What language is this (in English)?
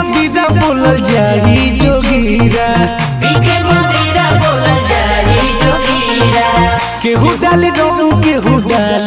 Bhojpuri